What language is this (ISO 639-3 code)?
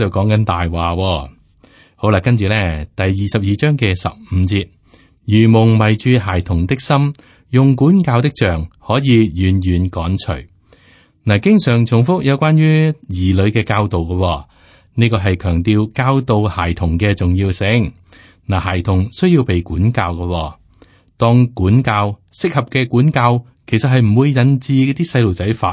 yue